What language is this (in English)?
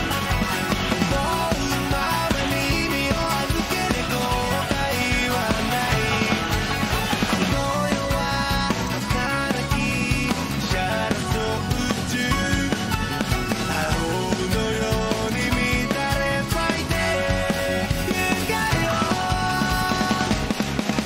Japanese